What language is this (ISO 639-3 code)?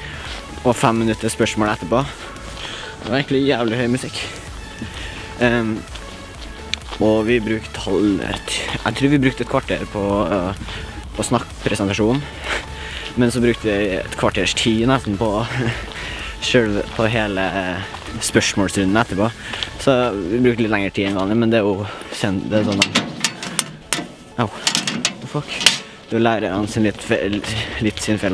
nor